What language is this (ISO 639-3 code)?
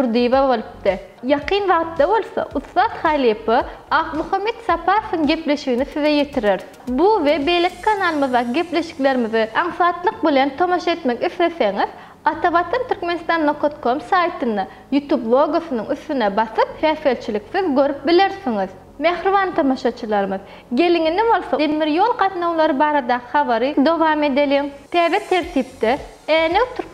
tuk